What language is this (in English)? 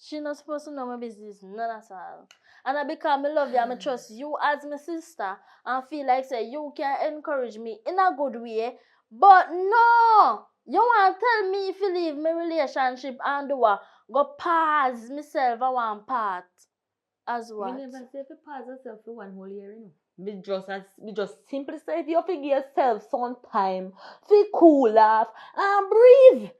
Jamaican Creole English